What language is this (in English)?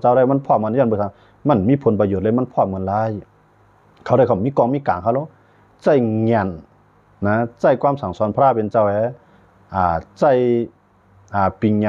Shan